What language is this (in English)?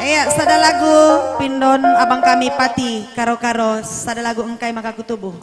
Batak Karo